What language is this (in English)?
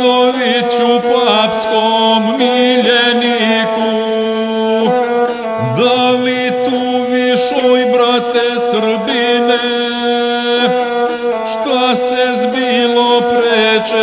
Serbian